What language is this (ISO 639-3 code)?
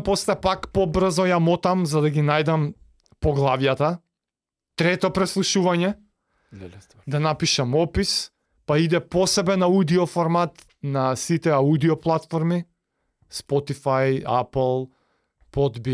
mkd